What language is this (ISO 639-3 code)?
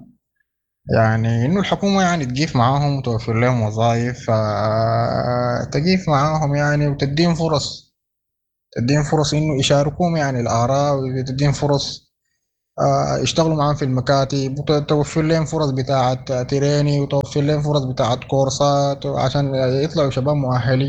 apd